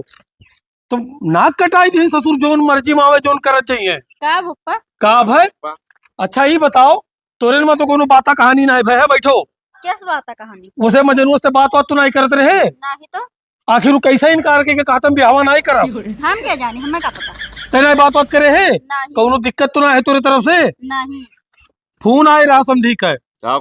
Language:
Awadhi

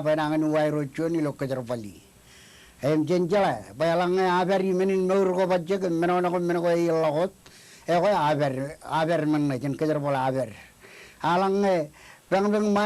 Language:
Marshallese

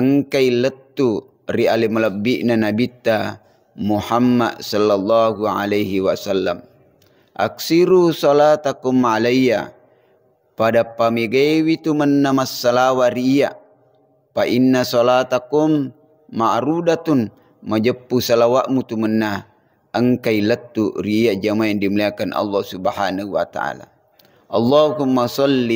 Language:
Buginese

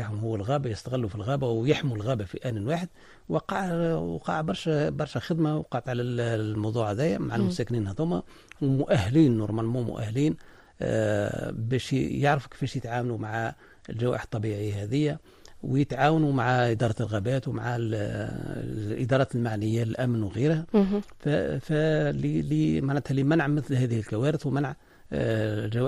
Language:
Tunisian Arabic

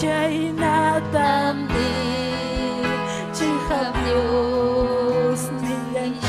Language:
Ayacucho Quechua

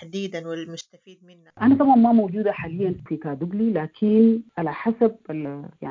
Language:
Sudanese Arabic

